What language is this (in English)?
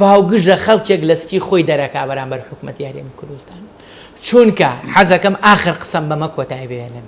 Central Kurdish